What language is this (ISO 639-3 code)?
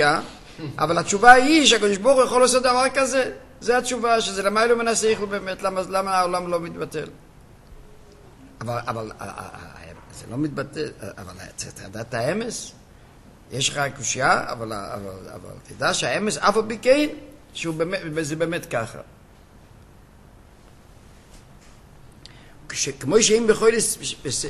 heb